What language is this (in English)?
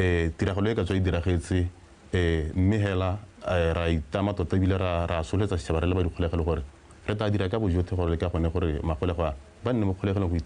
Tswana